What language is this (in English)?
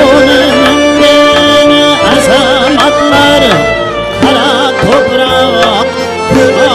Kara-Kalpak